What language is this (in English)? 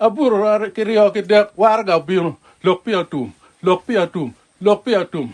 Acoli